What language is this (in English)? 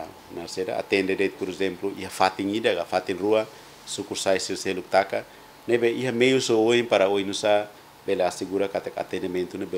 Tetum